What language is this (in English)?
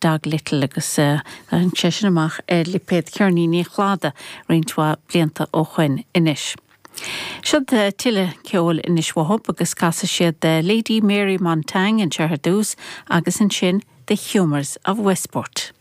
Irish